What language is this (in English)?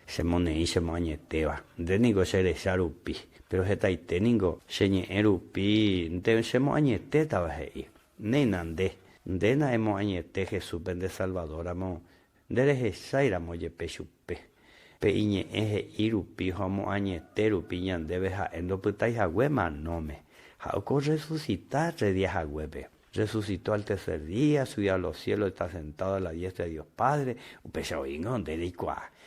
Guarani